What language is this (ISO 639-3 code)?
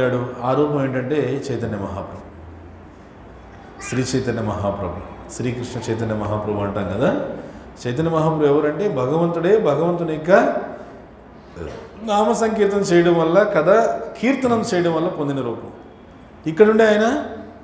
tel